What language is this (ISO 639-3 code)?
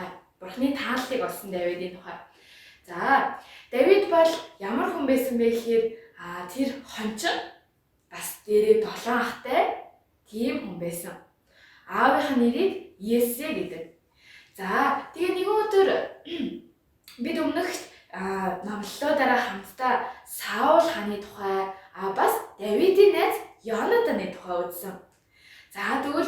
mon